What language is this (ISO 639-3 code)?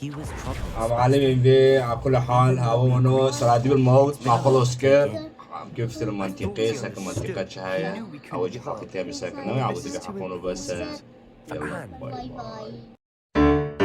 kur